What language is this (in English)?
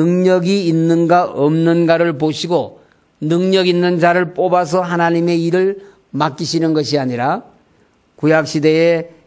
Korean